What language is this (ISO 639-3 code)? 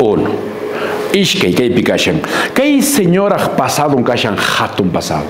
que